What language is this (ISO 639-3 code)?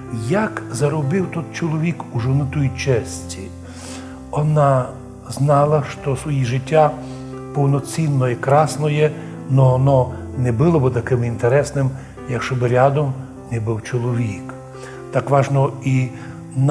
rue